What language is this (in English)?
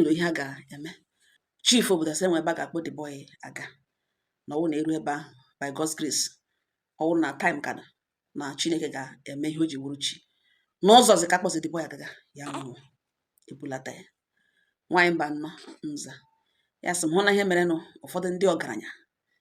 Igbo